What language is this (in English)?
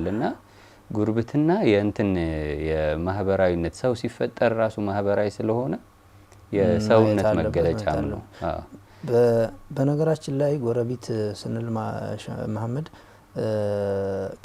Amharic